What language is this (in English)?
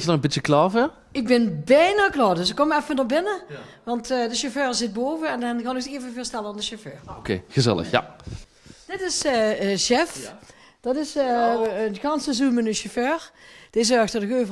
Limburgish